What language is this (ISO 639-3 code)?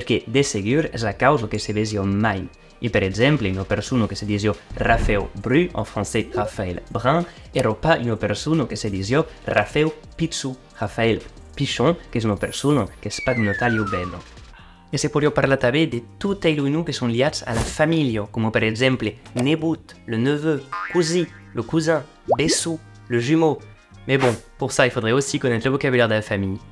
oci